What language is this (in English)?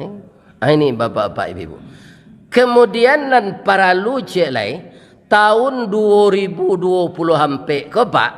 Minangkabau